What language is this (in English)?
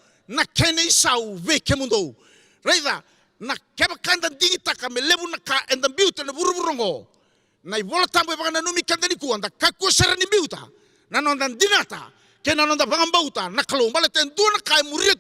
Fijian